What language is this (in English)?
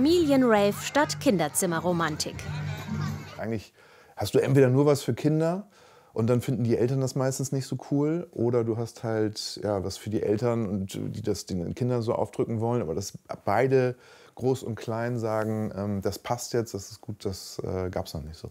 German